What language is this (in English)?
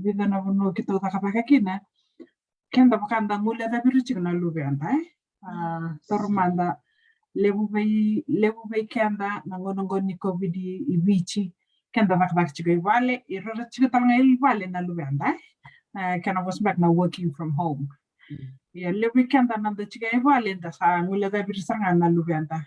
Fijian